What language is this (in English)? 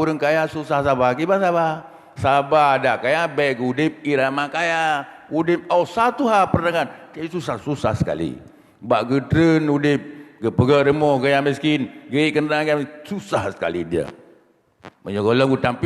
Achinese